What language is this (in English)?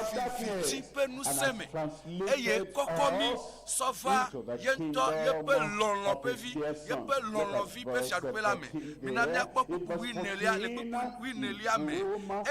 Ewe